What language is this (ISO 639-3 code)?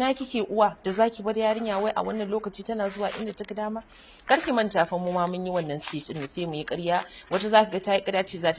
hau